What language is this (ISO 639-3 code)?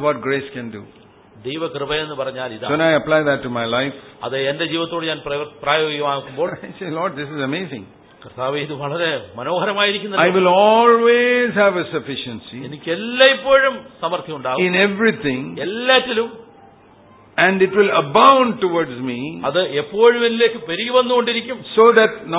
mal